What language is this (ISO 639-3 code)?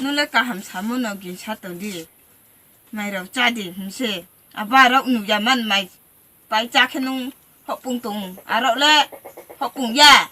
ria